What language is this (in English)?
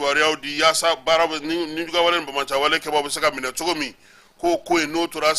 Bambara